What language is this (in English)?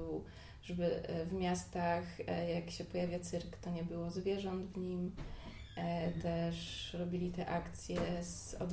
Polish